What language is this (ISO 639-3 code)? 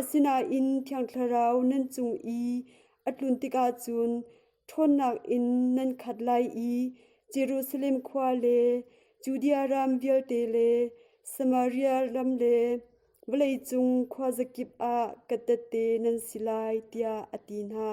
cnh